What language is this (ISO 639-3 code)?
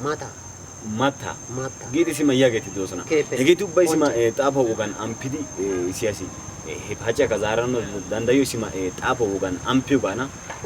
wal